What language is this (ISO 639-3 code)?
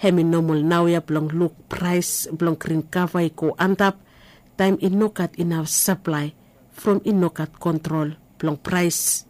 bis